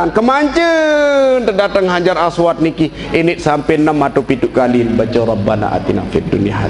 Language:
Sasak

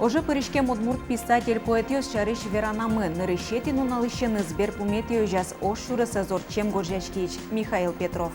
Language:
Udmurt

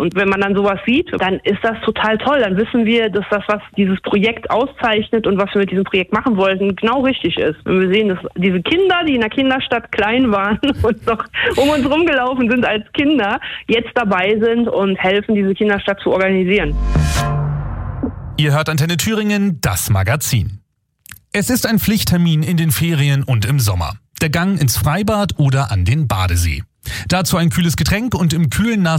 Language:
German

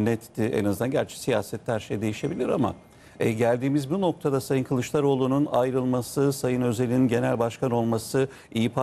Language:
Turkish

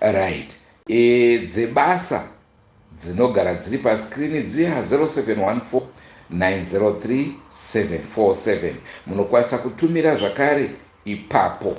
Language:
Shona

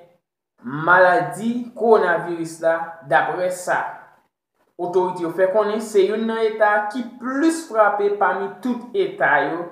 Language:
Haitian Creole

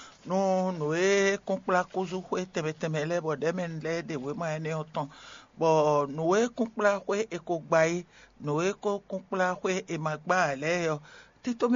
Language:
Fon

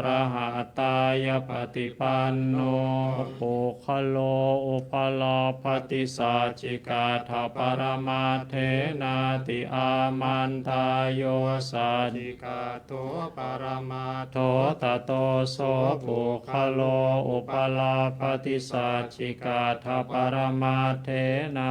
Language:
Pali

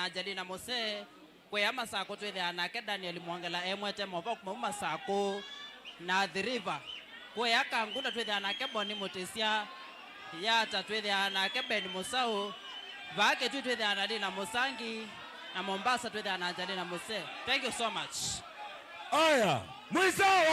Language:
Kamba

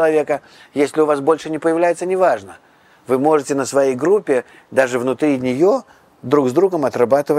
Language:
Russian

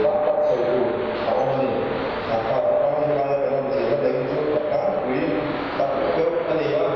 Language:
Mizo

